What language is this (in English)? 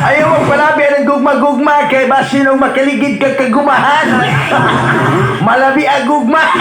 Cebuano